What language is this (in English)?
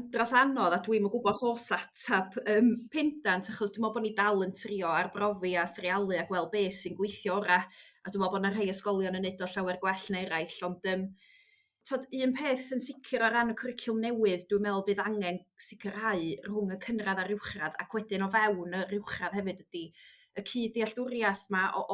Welsh